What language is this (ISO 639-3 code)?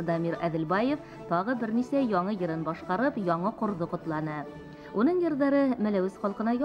bak